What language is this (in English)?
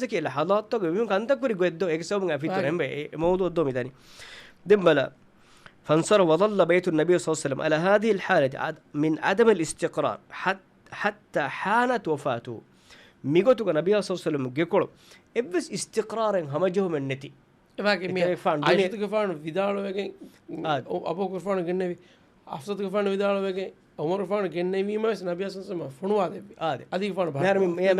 Divehi